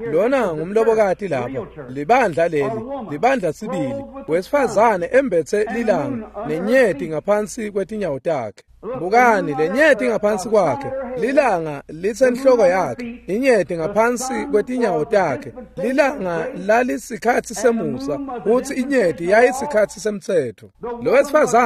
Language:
Swati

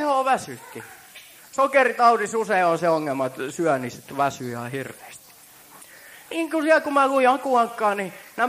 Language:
Finnish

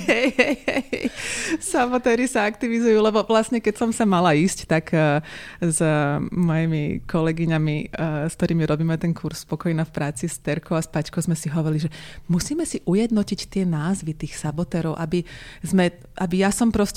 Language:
Slovak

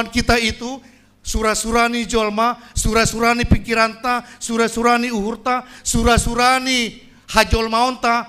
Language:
Batak Simalungun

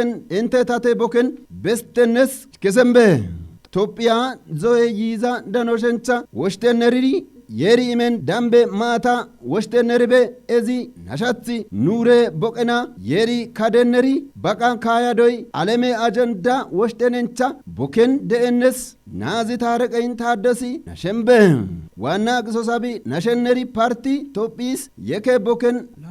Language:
Kafa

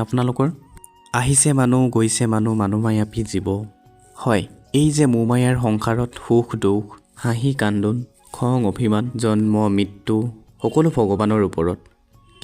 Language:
Assamese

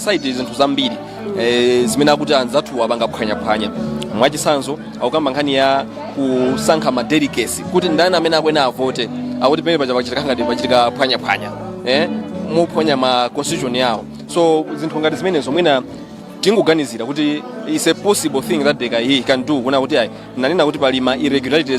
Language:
Nyanja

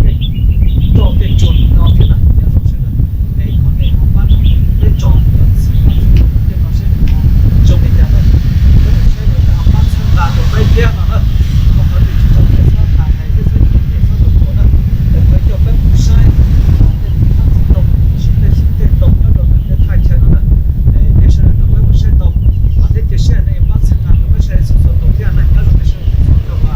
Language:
Hmong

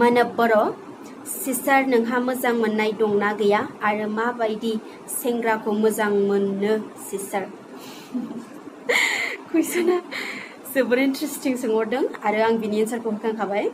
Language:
Bodo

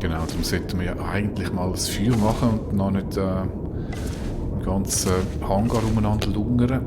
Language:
Swiss German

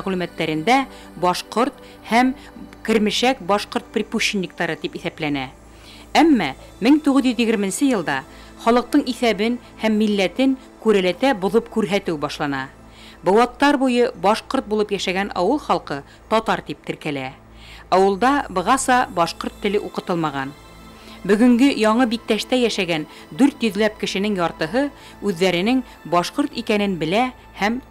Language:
Bashkir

